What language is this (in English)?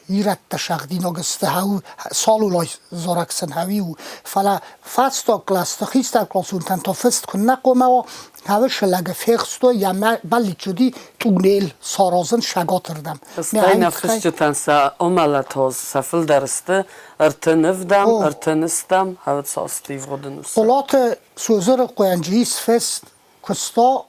Ossetic